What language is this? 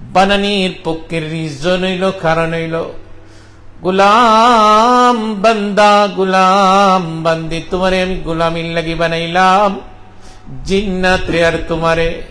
Sylheti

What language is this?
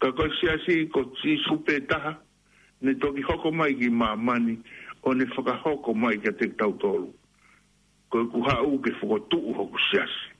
Tongan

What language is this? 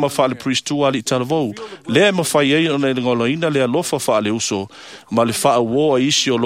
Samoan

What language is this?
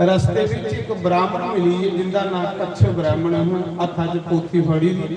Dogri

